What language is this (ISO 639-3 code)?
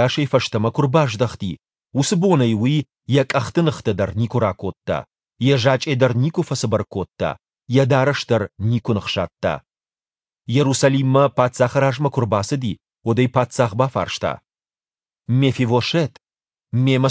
oss